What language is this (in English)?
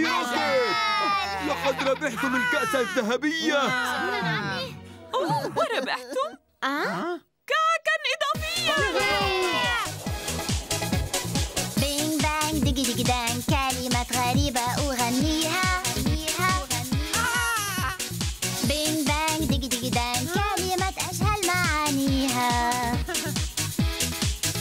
Arabic